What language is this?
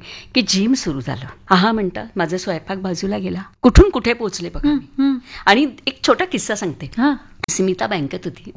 Marathi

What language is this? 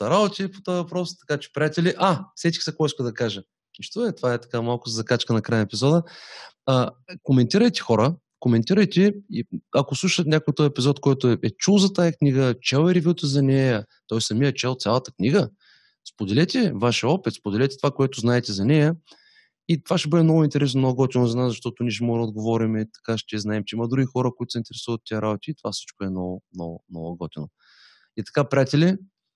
Bulgarian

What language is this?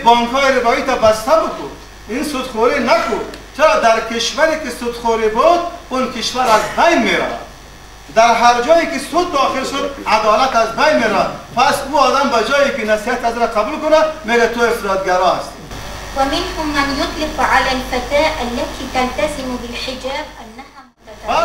Persian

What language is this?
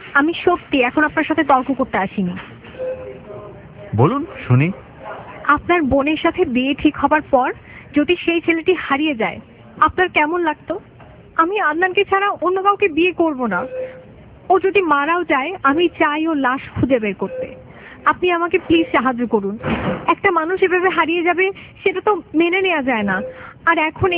Bangla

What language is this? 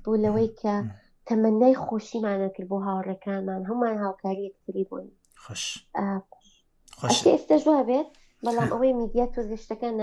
Central Kurdish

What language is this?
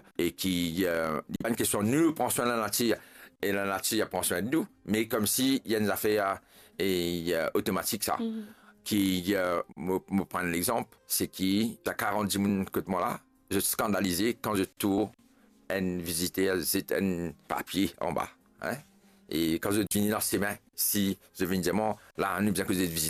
Morisyen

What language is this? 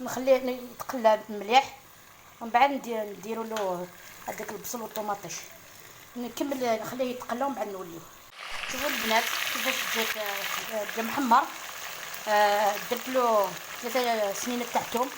Algerian Arabic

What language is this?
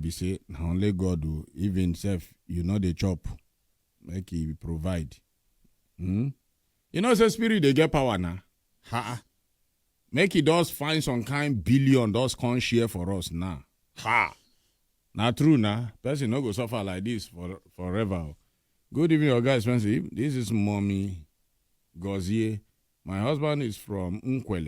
Nigerian Pidgin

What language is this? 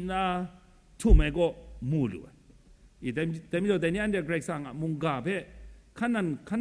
Kachin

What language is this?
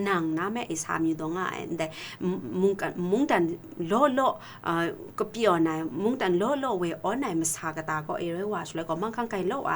Kachin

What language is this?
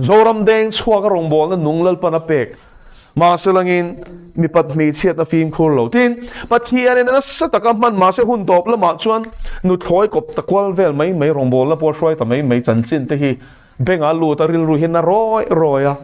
Mizo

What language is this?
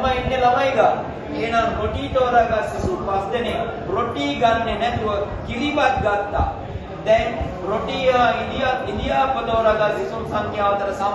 Sinhala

